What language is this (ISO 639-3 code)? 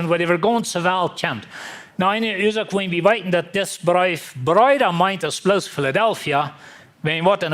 pdt